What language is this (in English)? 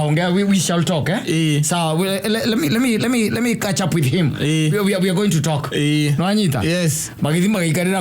Kikuyu